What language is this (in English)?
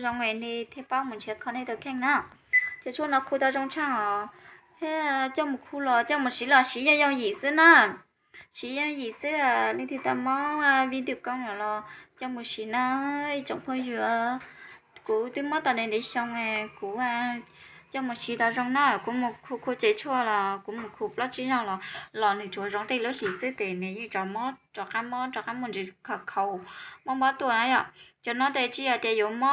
Hmong